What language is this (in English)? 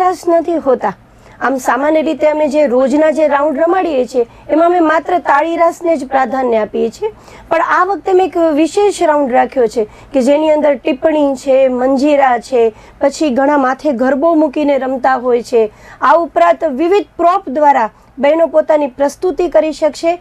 Gujarati